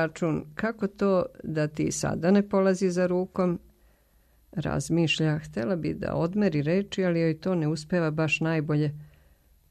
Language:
Serbian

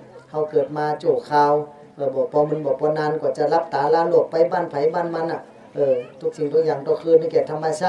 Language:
Shan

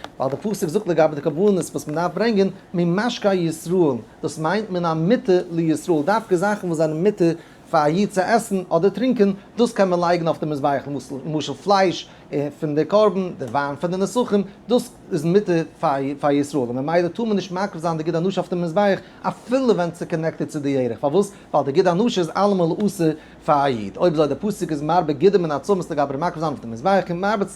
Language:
Yiddish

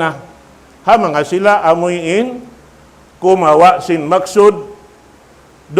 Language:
Tausug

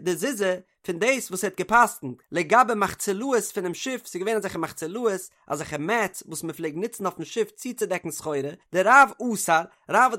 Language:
Yiddish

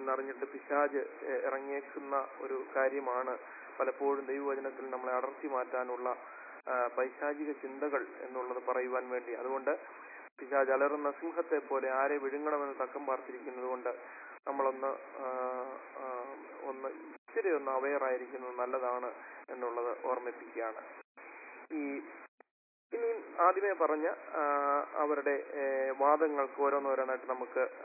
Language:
Malayalam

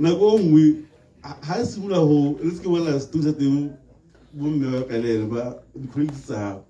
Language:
Tswana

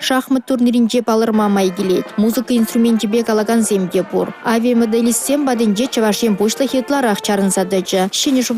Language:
Chuvash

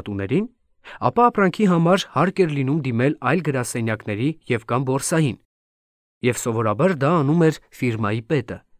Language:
Armenian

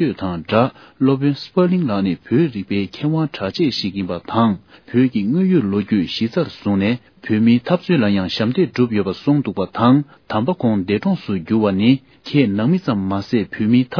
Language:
Tibetan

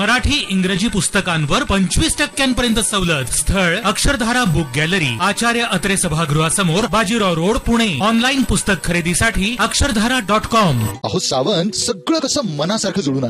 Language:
Marathi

